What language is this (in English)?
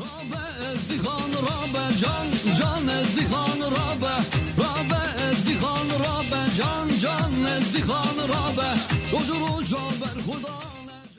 Kurdish